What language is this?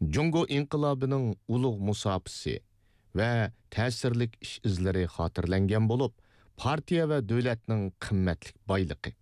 Uyghur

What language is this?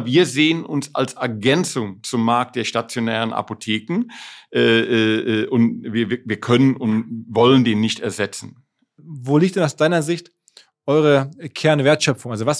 German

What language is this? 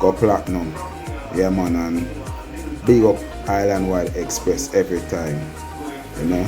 Jamaican Creole English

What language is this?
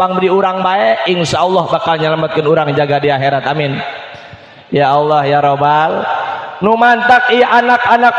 Sundanese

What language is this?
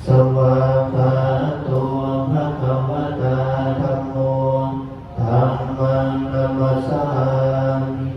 Pali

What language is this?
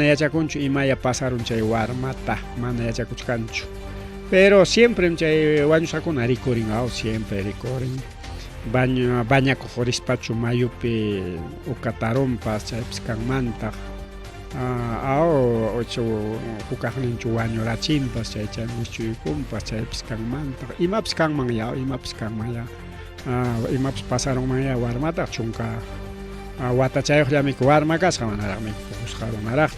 Ayacucho Quechua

